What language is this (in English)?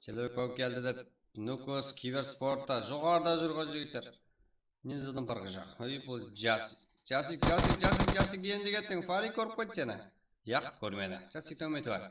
Kara-Kalpak